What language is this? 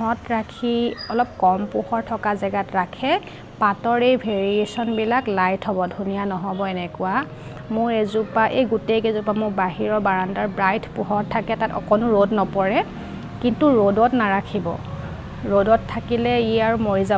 Assamese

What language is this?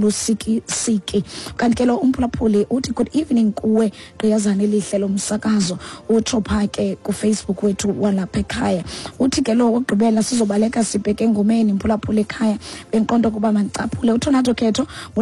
Xhosa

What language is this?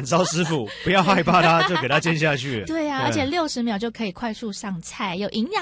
Chinese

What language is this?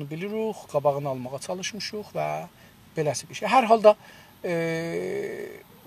South Azerbaijani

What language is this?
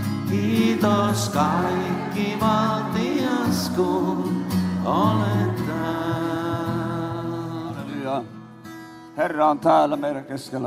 Finnish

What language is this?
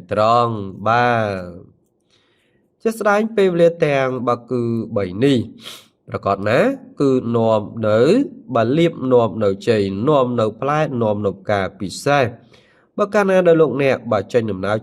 Khmer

